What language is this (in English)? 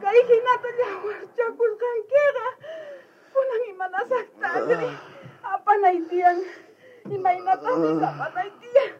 South Bolivian Quechua